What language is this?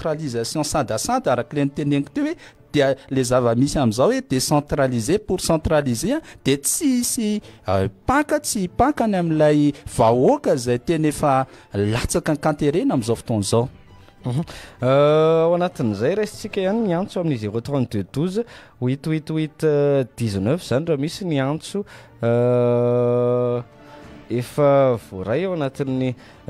Malagasy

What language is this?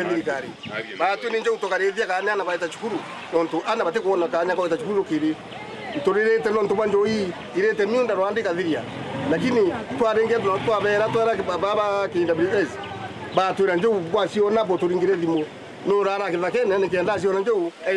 Meru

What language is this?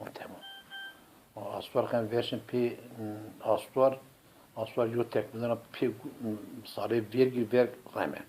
Zaza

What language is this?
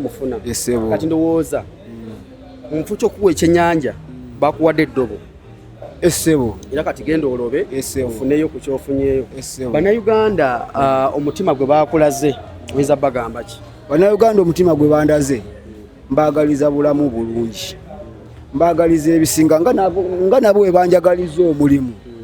Ganda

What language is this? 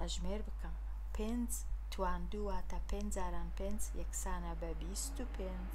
Central Kurdish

